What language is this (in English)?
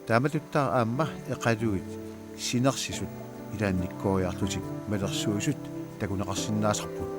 Kalaallisut